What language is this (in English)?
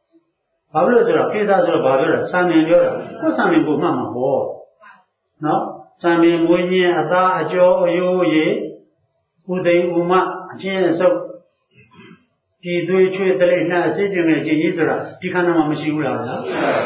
Burmese